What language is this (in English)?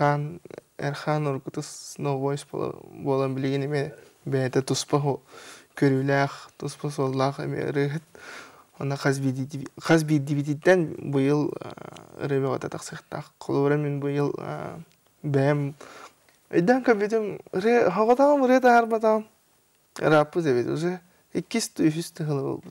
Yakut